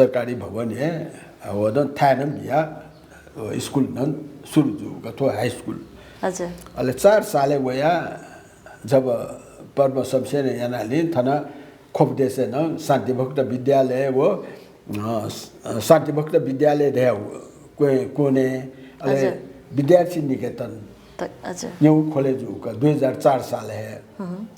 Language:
Newari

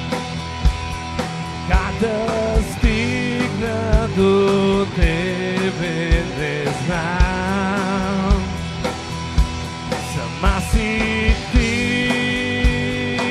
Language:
Bulgarian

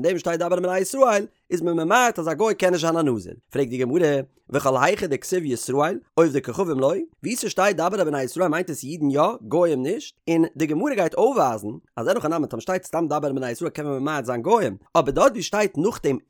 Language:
Yiddish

